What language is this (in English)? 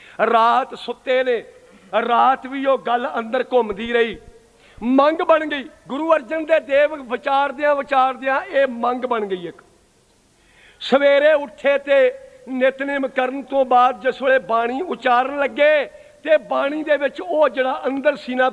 Punjabi